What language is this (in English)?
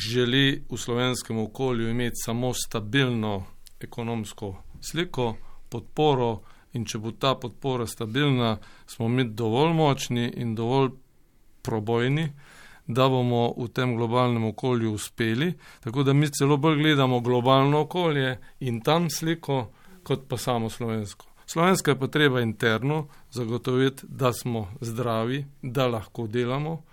Slovenian